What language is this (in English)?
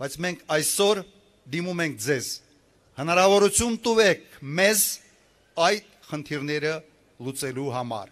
Armenian